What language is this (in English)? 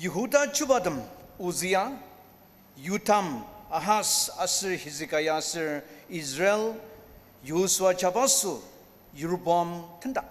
Ao Naga